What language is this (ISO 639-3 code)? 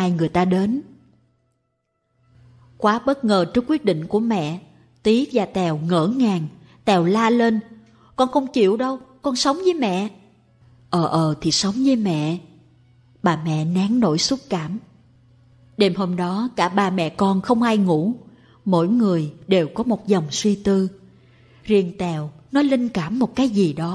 vie